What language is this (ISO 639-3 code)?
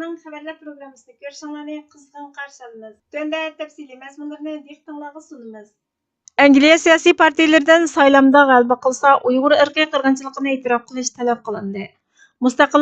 uig